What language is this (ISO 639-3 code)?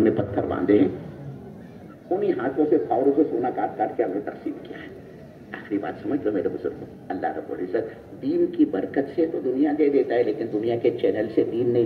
urd